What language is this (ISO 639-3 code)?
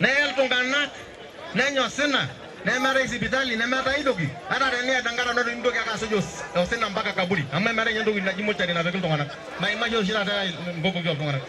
mas